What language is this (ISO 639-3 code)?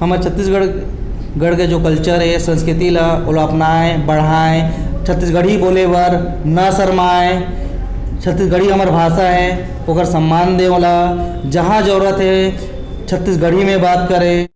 hne